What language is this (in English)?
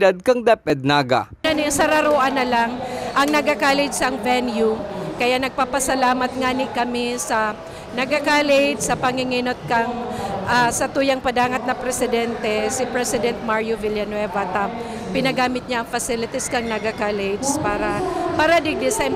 Bikol